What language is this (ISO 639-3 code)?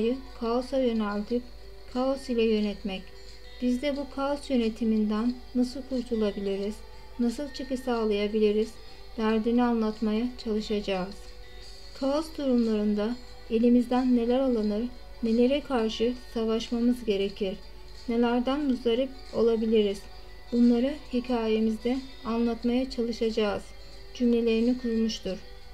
tur